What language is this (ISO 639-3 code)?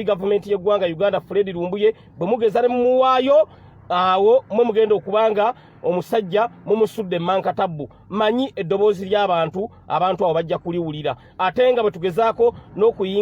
lug